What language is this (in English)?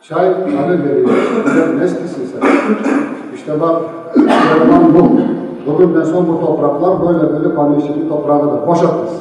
Crimean Tatar